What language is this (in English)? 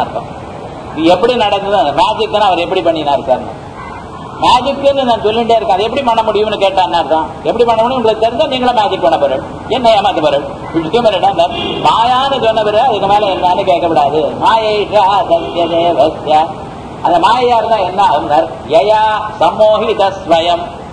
Tamil